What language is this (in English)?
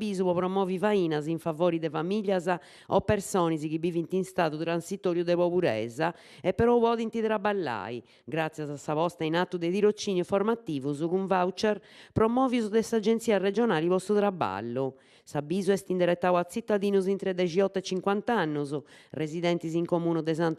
Sardinian